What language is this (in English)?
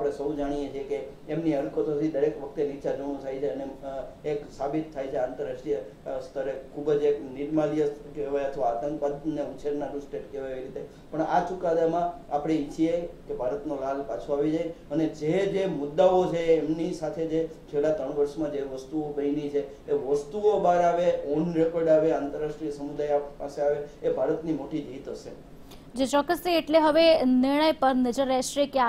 Gujarati